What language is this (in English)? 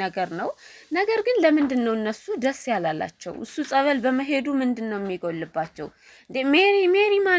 Amharic